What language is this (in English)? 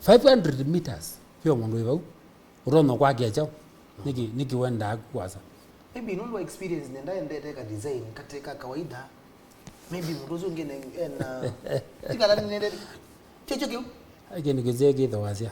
Kamba